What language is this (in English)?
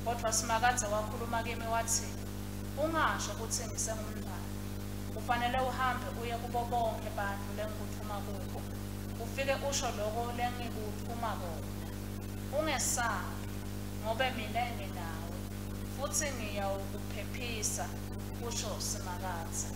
Swati